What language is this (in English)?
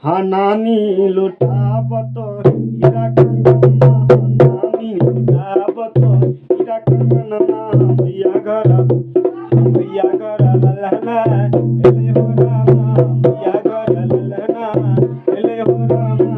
Maithili